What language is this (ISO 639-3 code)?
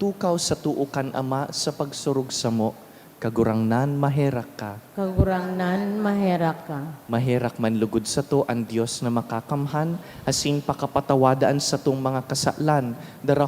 bik